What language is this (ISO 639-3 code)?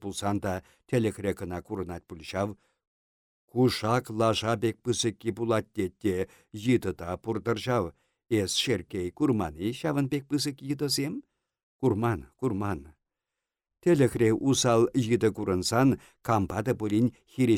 chv